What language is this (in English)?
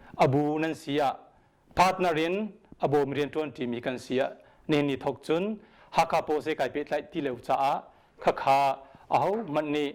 Hakha Chin